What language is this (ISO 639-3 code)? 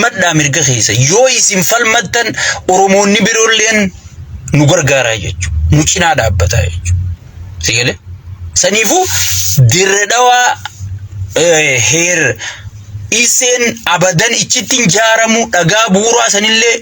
orm